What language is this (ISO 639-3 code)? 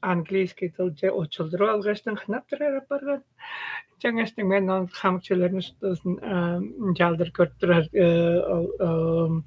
tyv